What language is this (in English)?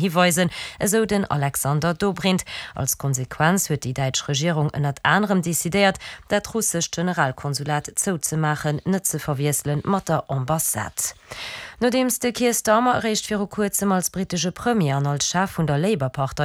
Luxembourgish